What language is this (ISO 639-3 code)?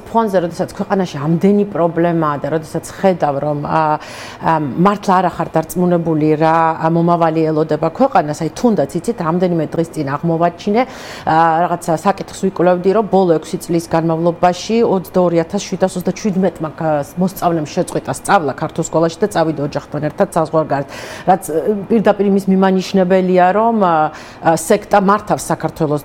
kat